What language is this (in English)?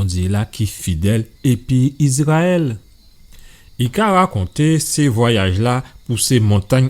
Guadeloupean Creole French